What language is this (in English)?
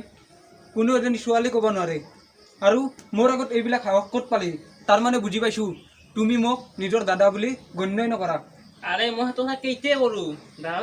Assamese